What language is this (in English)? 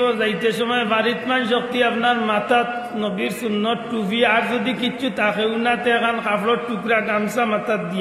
Sylheti